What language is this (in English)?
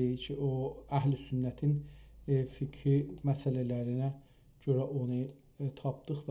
South Azerbaijani